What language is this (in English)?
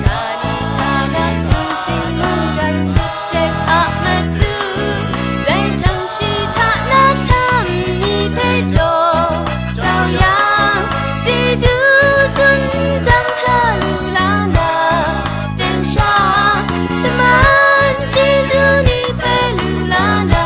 Kachin